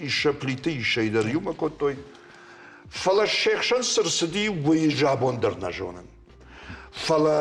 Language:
Ossetic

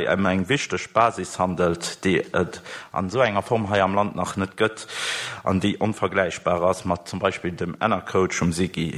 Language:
Luxembourgish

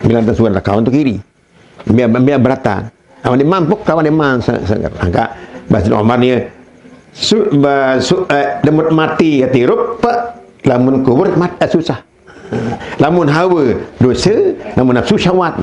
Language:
Sasak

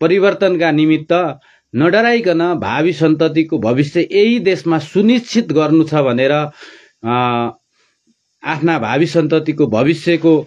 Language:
Nepali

